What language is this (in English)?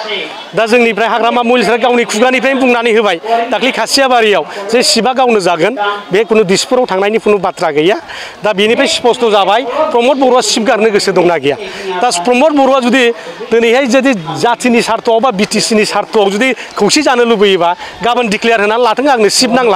Bodo